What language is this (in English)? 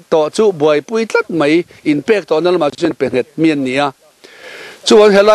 Mizo